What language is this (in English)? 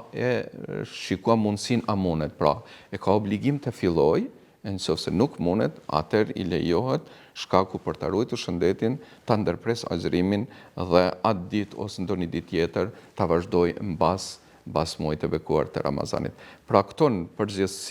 Albanian